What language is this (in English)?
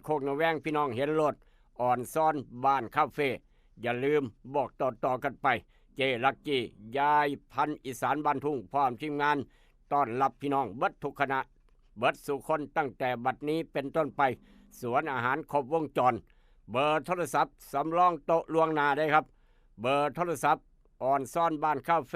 Northeastern Thai